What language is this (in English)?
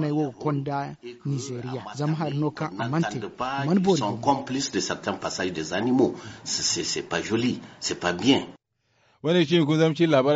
Zarma